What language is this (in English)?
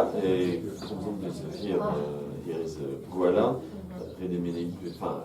Breton